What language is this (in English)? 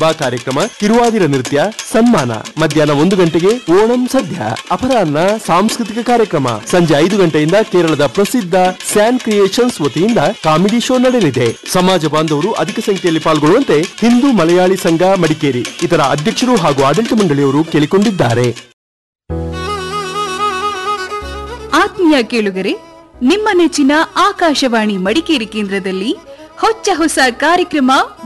Kannada